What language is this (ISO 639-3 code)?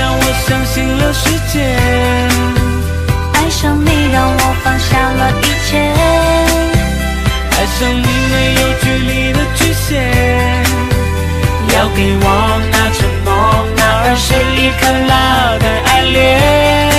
zho